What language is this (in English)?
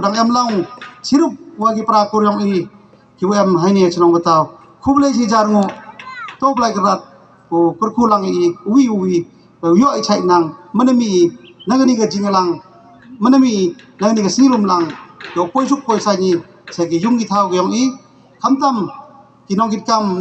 Khasi